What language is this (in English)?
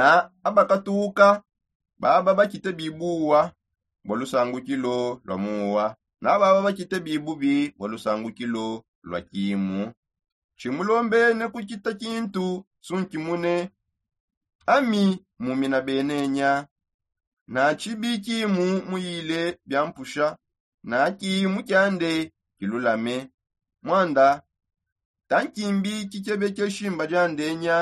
Songe